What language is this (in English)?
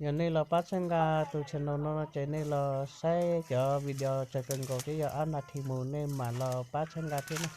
Hmong